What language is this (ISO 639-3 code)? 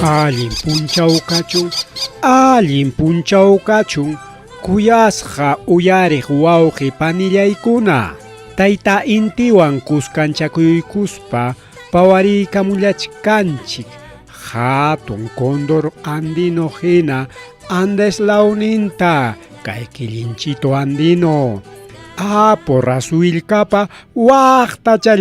quy